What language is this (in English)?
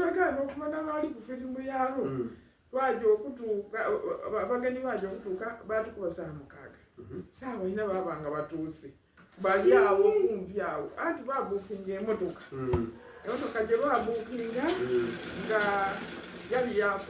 Soga